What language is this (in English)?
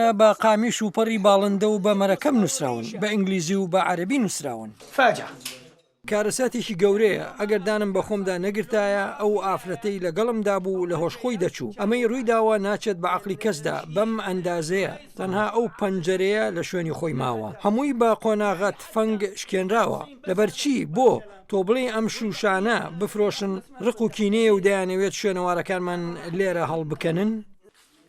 Central Kurdish